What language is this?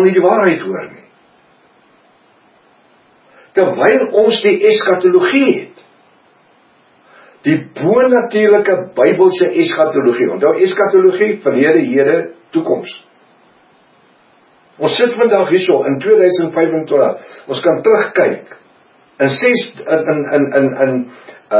Afrikaans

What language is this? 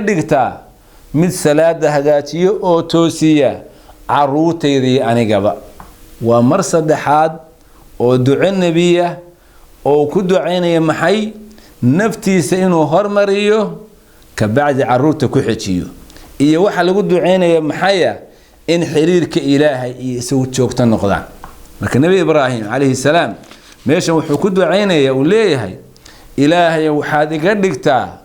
Somali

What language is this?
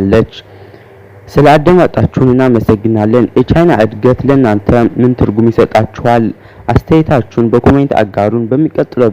Amharic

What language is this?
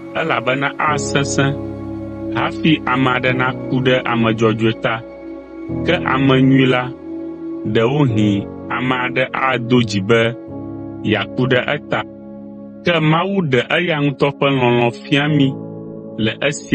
Ewe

